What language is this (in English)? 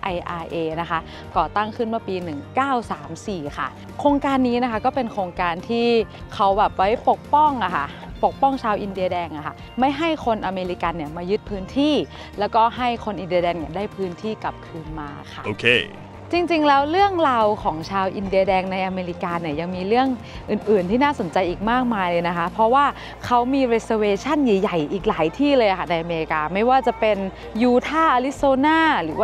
Thai